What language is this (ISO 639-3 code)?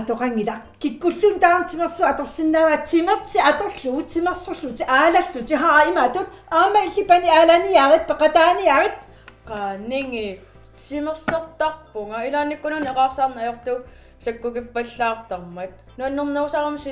kal